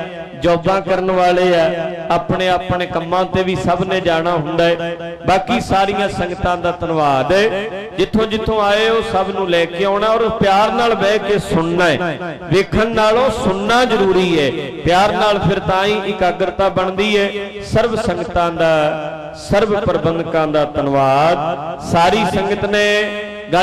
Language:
Punjabi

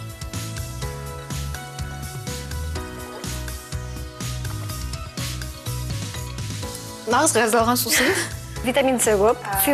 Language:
Kazakh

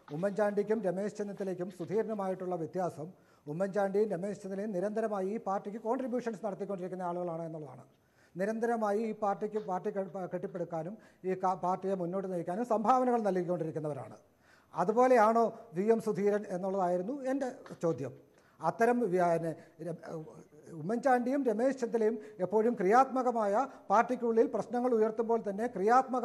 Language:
Malayalam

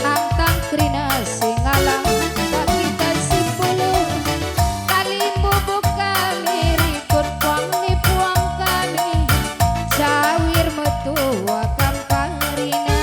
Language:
Batak Karo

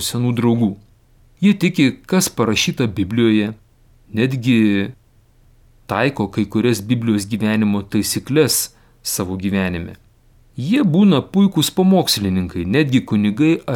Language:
Lithuanian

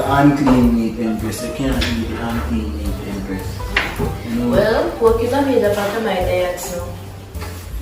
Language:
Jamaican Creole English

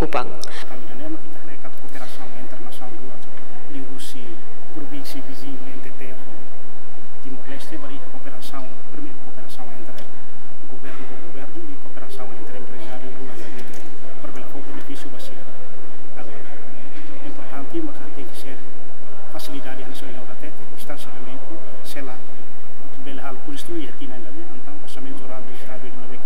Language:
Tetum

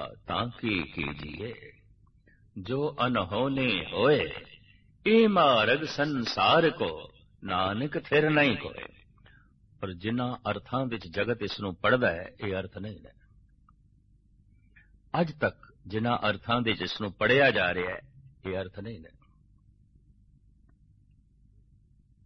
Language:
Punjabi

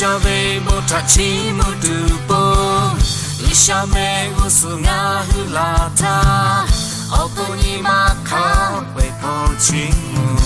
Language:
Lahu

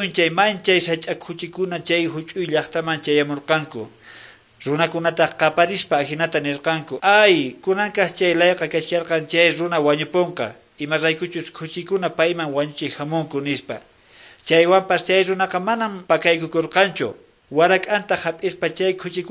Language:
Quechua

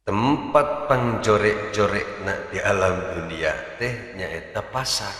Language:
Sundanese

